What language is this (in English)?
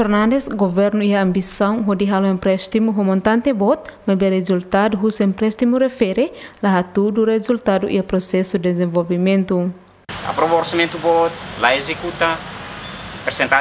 Tetum